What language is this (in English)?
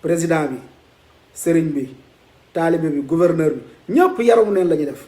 Wolof